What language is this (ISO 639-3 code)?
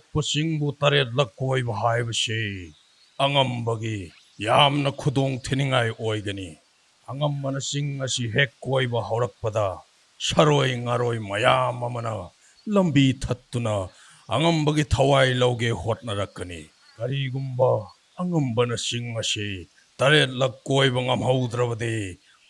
mni